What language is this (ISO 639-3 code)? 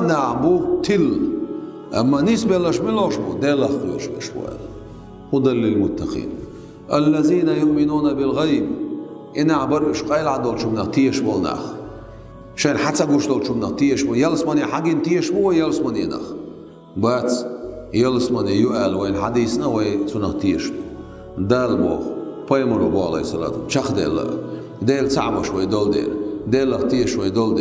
che